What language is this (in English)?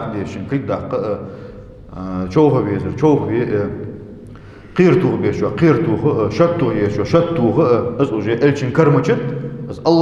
Ingush